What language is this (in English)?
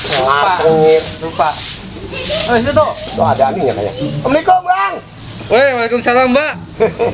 Betawi